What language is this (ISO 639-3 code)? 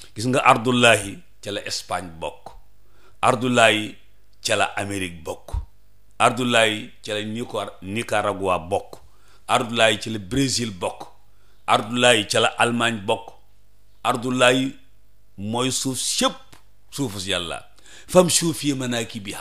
wol